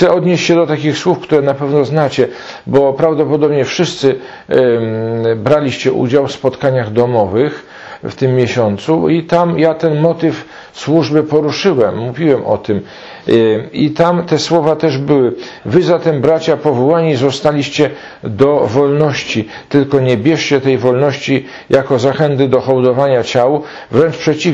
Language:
Polish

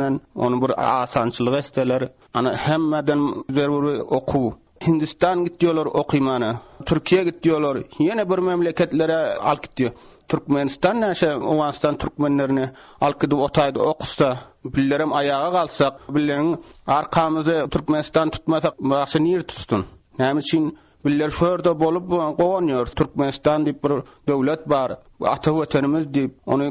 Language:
Turkmen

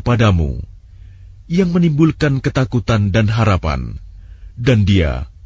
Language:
Indonesian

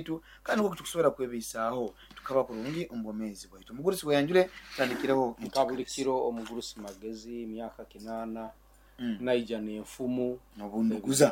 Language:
Nyoro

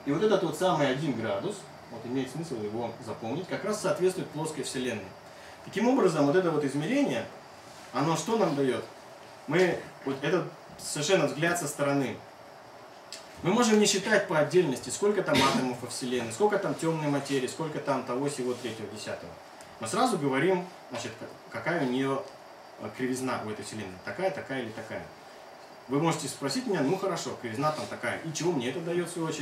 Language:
Russian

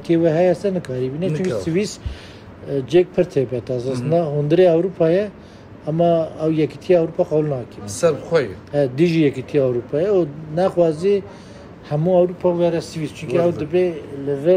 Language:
Kurdish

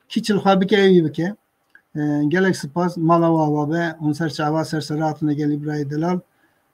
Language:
Kurdish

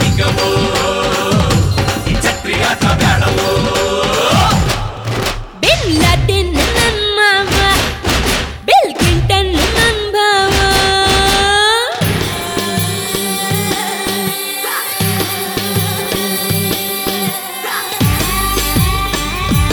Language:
Kannada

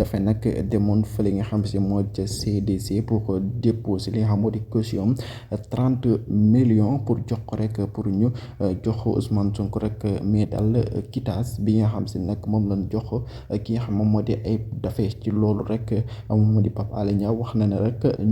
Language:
Wolof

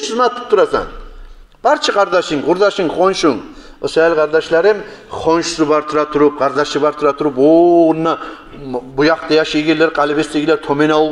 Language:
Kumyk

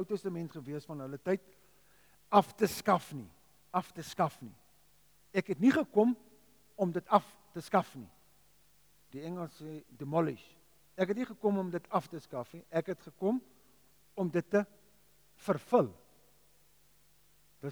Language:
Afrikaans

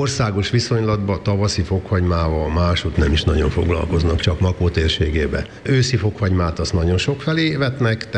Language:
Hungarian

